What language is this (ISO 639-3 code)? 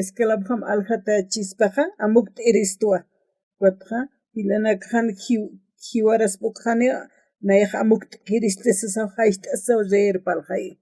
aym